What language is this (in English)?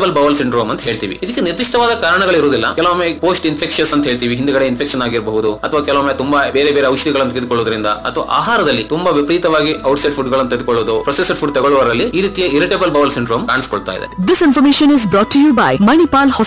Kannada